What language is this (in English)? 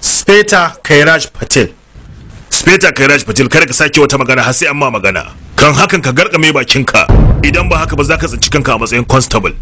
Hausa